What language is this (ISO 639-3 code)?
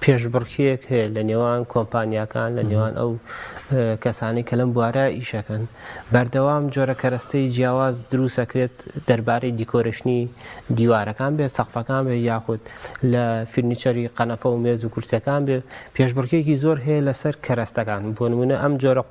ckb